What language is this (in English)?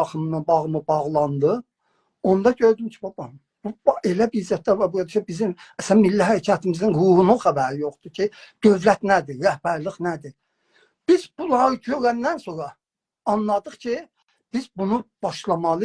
South Azerbaijani